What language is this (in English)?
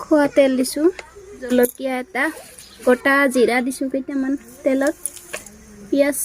Assamese